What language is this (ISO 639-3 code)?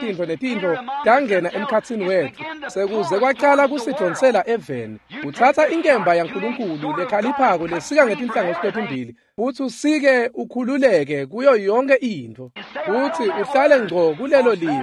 ssw